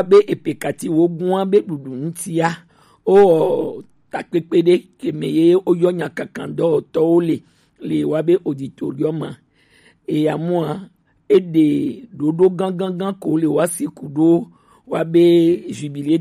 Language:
Gen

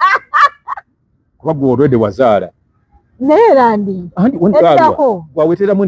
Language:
Ganda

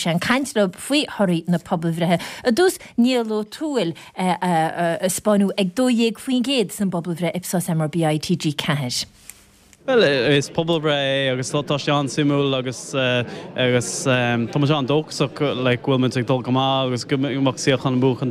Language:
Irish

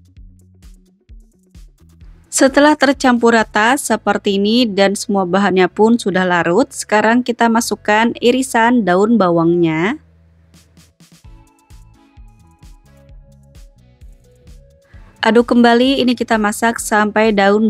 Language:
Indonesian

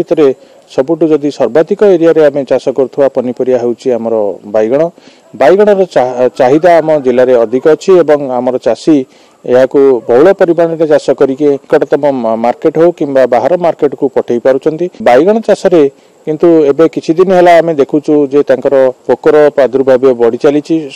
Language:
Odia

